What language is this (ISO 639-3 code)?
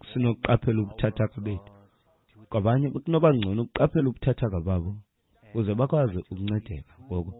xho